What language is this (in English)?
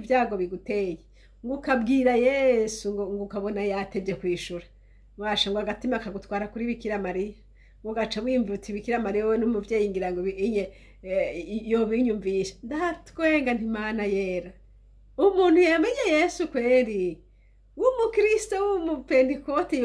Rundi